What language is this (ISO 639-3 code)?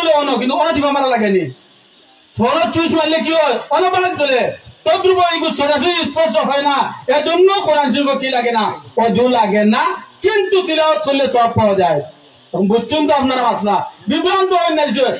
syl